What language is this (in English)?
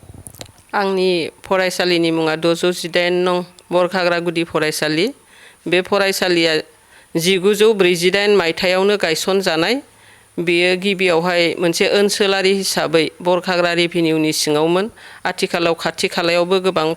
Bodo